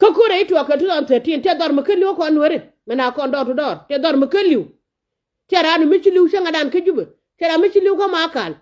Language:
Nuer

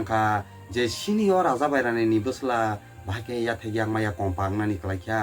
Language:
Kok Borok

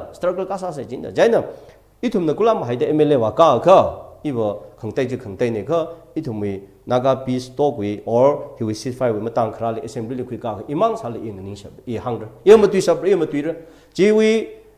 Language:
Tangkhul Naga (India)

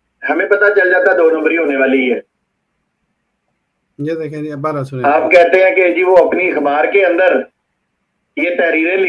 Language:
Urdu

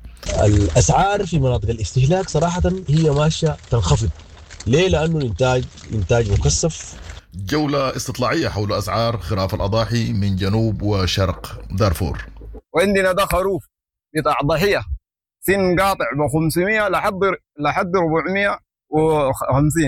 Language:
Sudanese Arabic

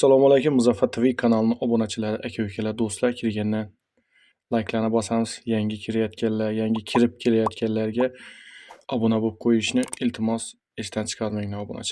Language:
Uzbek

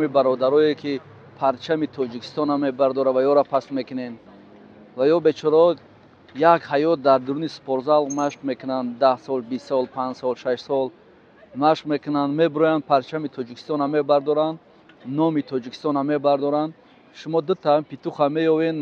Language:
Tajik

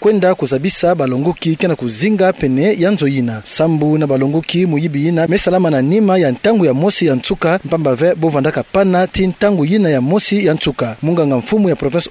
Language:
Kituba (Democratic Republic of Congo)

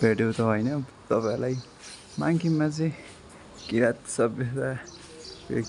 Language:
Nepali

